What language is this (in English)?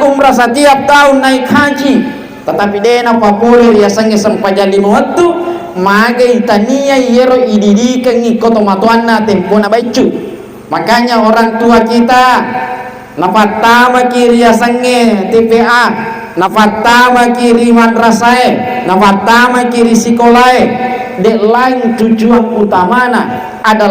Buginese